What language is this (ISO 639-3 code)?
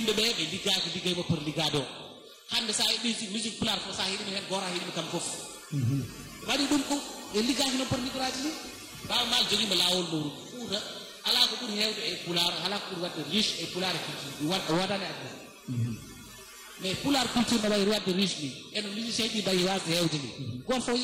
ful